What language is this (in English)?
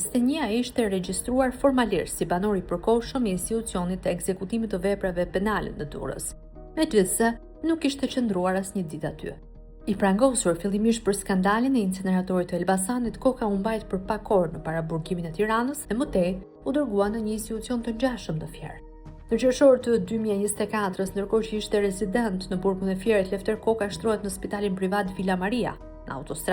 Albanian